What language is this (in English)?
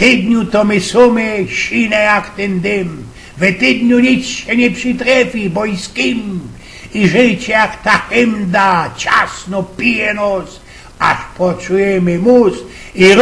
Silesian